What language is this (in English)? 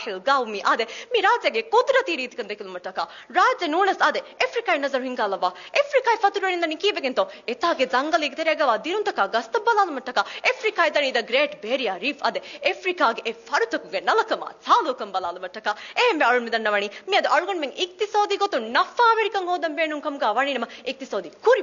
Divehi